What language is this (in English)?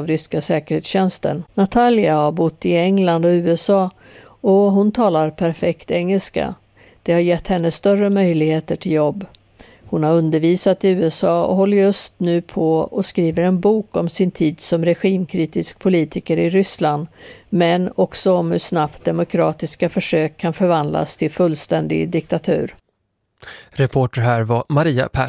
Swedish